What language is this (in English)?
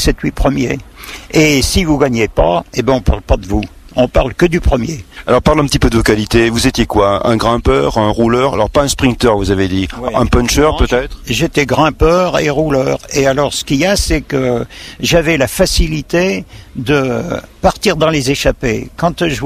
French